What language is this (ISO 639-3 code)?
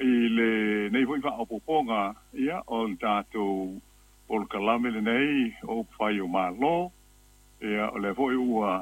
smo